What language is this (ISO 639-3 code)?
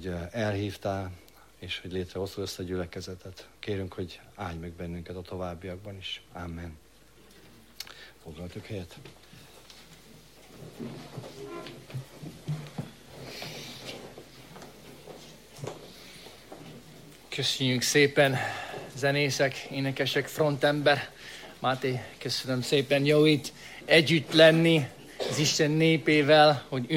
hun